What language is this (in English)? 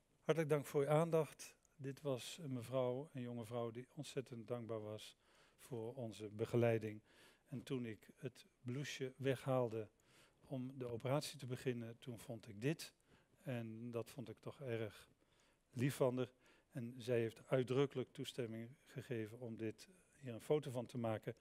Dutch